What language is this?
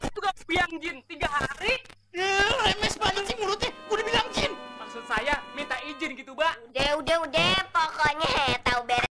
Betawi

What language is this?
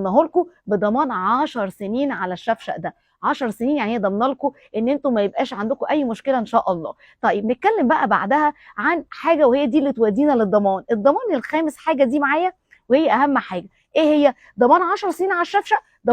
Egyptian Arabic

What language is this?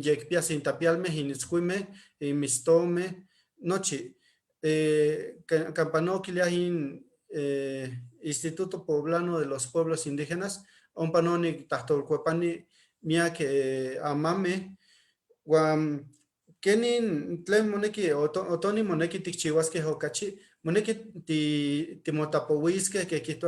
Eastern Huasteca Nahuatl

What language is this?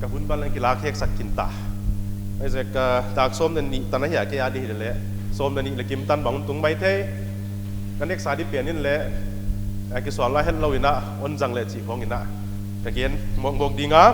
Paite Chin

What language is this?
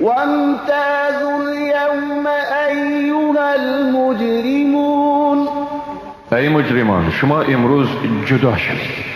Persian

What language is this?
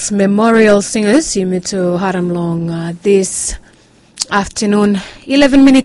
Bislama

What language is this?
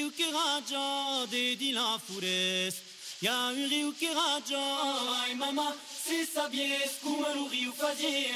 Czech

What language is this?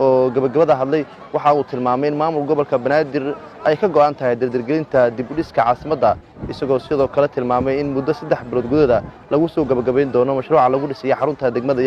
Somali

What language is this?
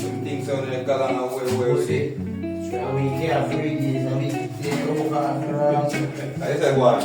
Jamaican Creole English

